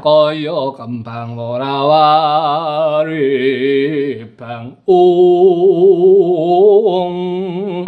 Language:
Javanese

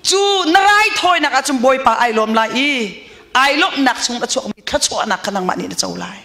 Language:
Hakha Chin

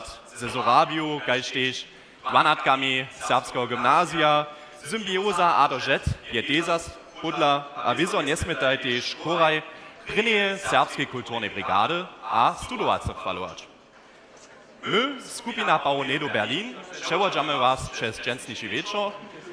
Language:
Upper Sorbian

